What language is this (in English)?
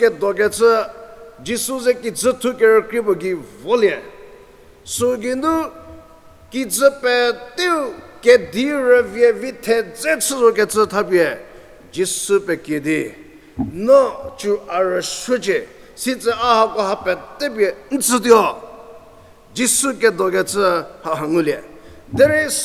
Angami Naga